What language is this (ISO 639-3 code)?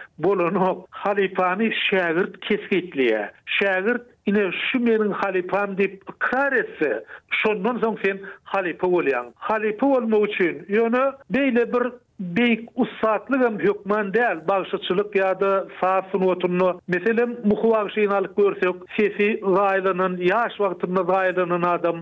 tuk